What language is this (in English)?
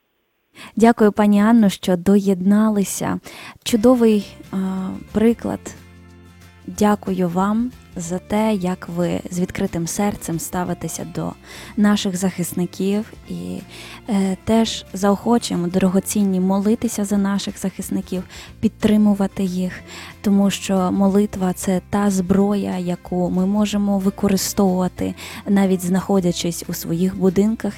Ukrainian